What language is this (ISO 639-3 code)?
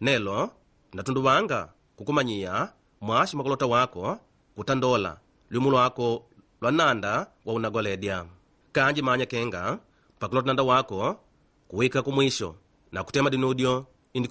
kde